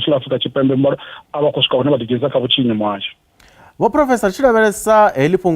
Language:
Venda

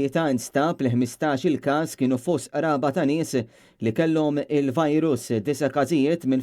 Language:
Maltese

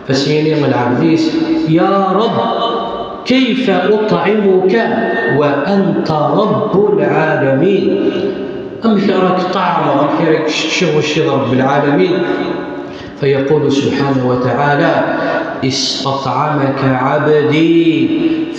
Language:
Kabyle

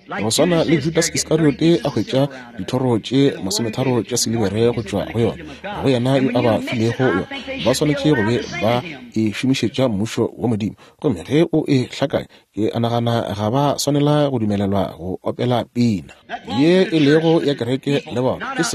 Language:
Northern Sotho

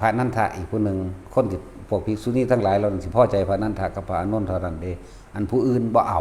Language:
Northeastern Thai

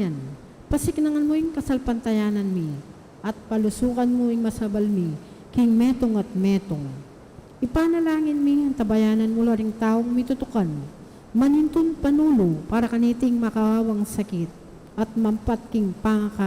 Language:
Pampanga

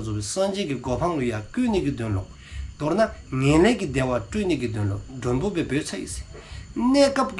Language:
Dzongkha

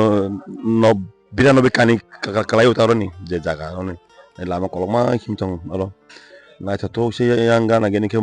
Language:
Kok Borok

